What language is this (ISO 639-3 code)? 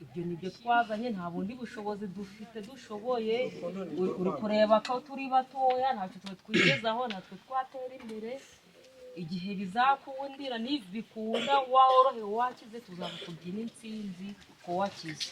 kin